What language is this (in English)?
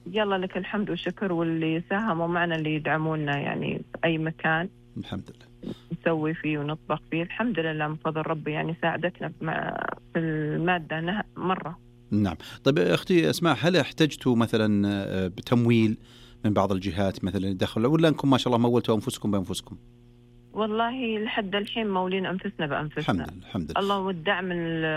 Najdi Arabic